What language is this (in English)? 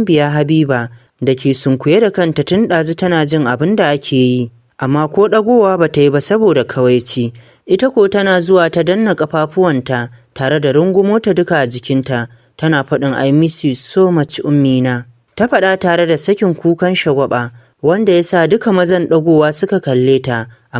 Hausa